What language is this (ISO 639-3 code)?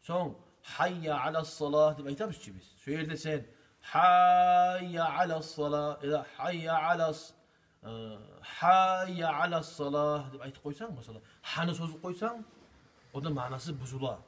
kum